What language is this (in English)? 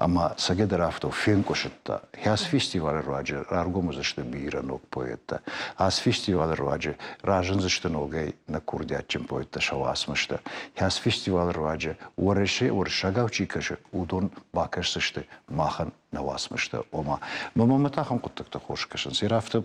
Ossetic